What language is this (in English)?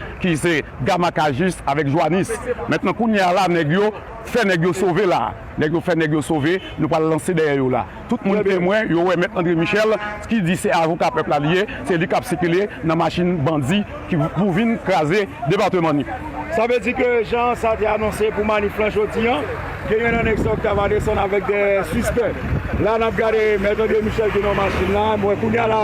Haitian Creole